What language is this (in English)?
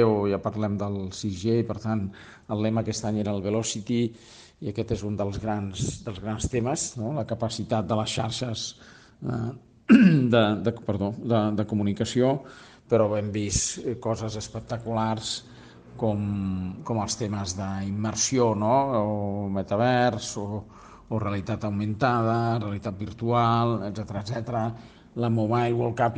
Catalan